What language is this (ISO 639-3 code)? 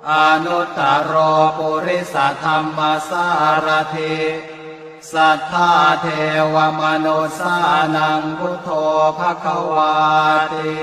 pli